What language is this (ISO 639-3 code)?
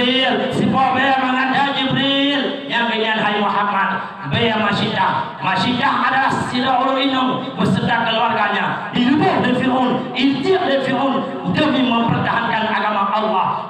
ace